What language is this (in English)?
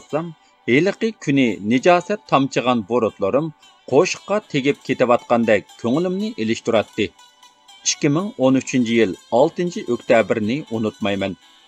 Uyghur